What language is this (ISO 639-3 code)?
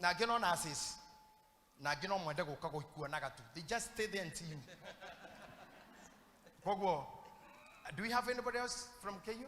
kik